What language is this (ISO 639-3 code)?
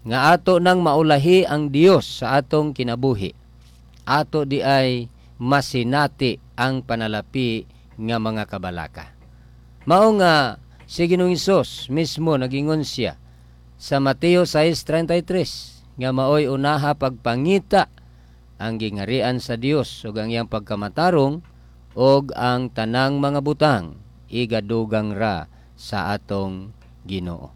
ceb